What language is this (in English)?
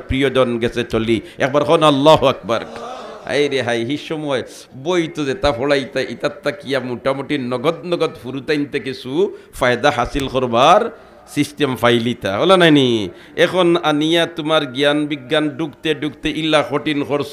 Sylheti